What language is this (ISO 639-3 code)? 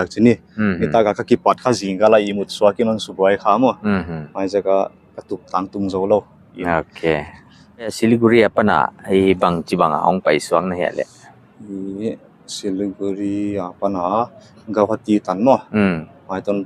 pck